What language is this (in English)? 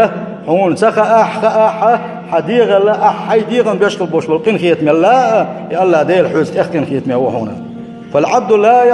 Chechen